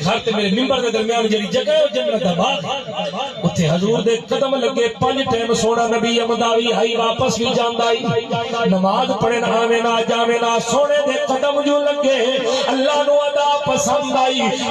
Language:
Saraiki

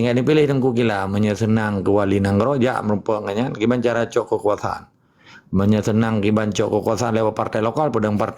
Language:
Achinese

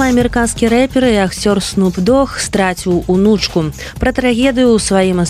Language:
Belarusian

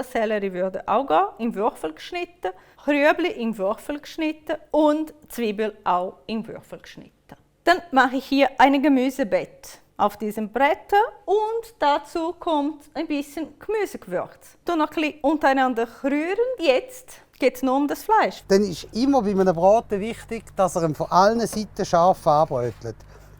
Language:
Swiss German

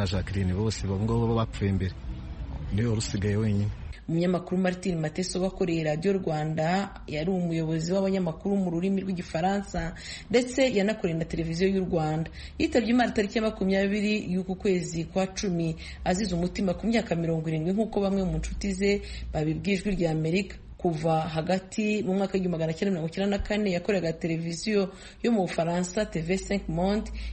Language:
Kinyarwanda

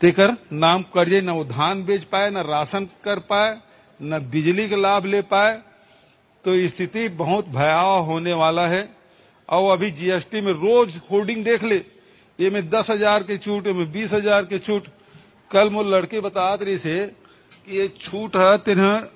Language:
Chhattisgarhi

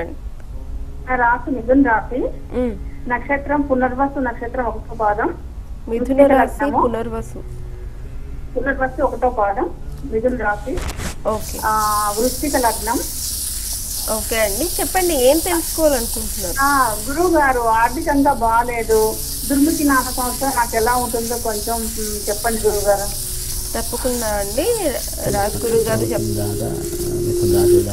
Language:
Telugu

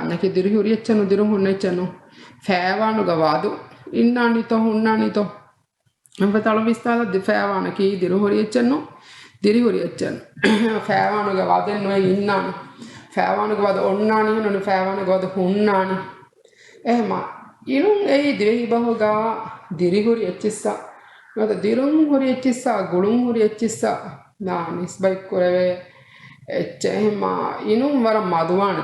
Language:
Divehi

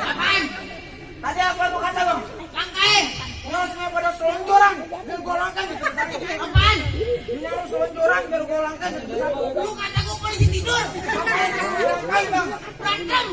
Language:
Betawi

